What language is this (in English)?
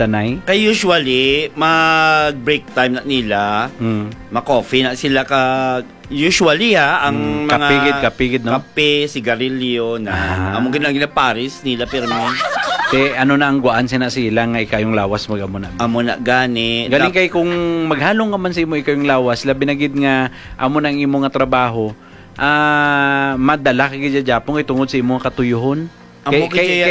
Hiligaynon